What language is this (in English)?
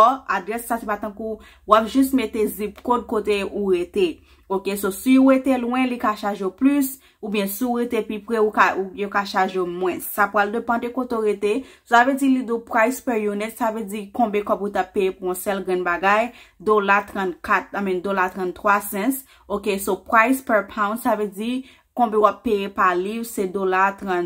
Haitian Creole